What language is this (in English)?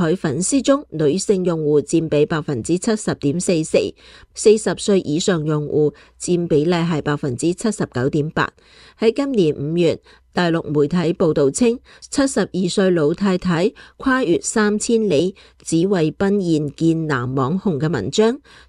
Cantonese